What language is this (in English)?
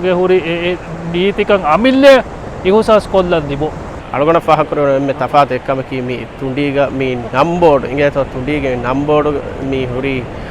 Divehi